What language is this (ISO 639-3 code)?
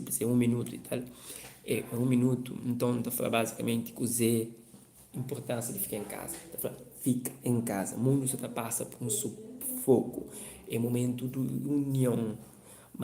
kea